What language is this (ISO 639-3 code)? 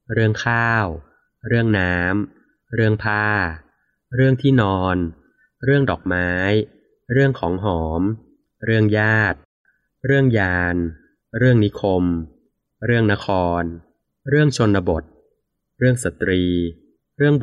tha